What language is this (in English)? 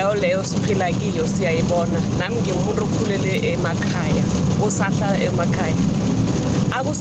South Ndebele